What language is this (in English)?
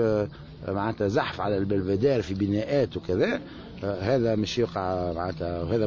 Tunisian Arabic